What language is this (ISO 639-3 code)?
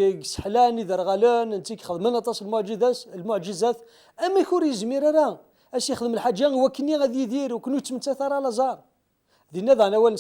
kab